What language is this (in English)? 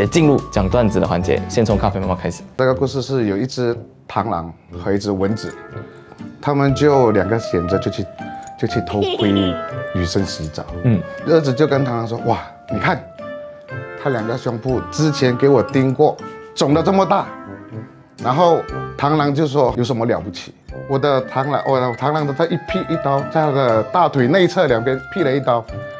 Chinese